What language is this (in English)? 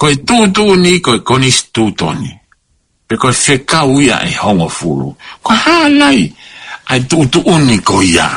Tongan